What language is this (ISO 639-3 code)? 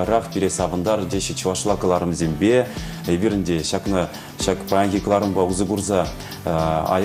chv